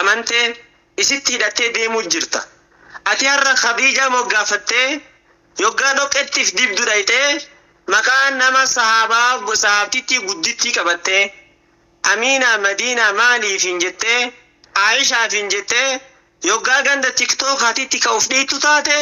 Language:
Oromo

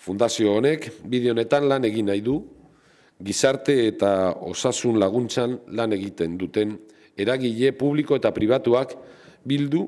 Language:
Basque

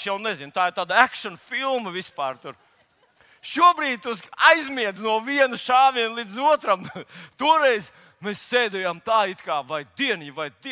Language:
Latvian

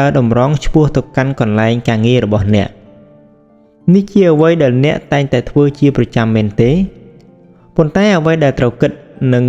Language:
Khmer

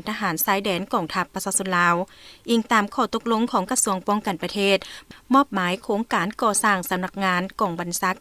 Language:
Lao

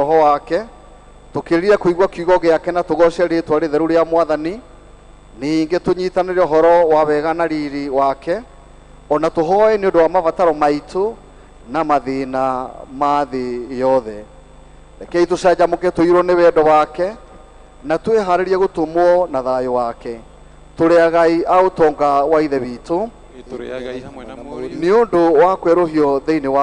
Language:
Kikuyu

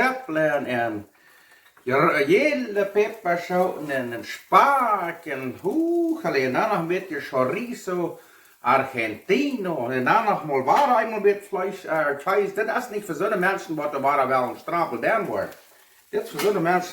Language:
Plautdietsch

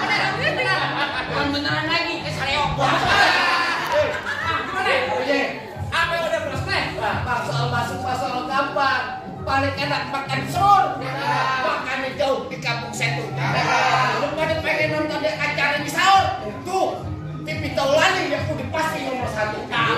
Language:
Betawi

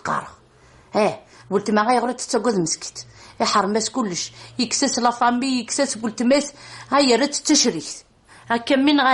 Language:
Kabyle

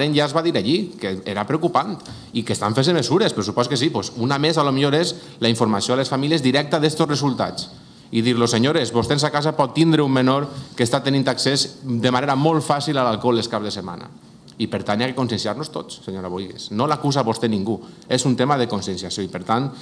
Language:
Catalan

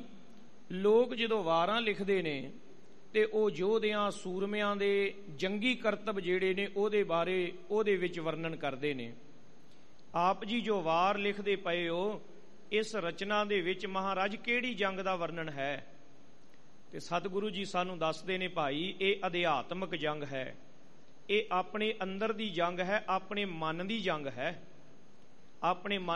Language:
Punjabi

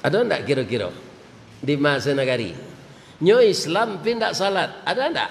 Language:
Minangkabau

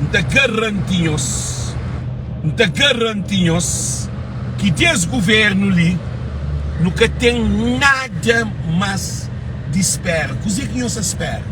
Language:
Kabuverdianu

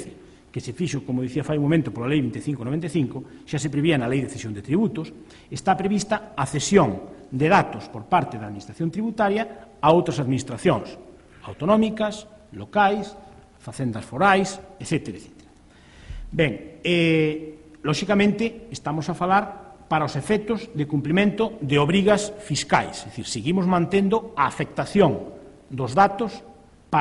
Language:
Galician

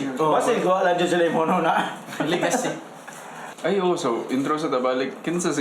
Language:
Cebuano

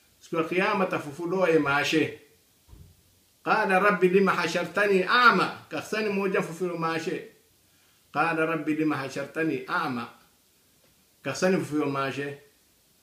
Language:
Swahili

